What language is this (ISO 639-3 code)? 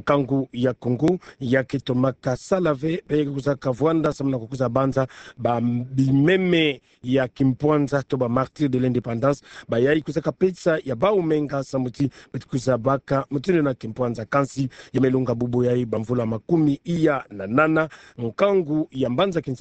ktu